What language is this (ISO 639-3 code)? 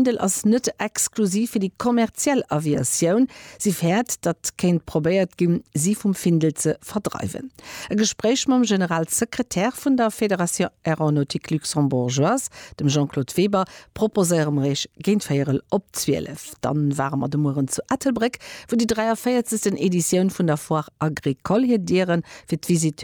ltz